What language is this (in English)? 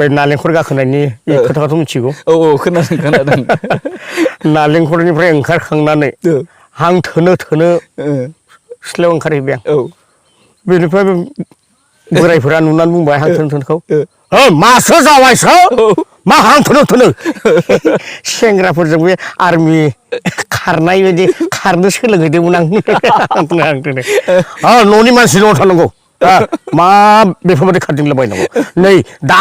Bodo